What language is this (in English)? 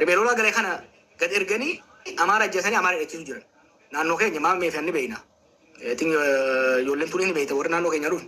Oromo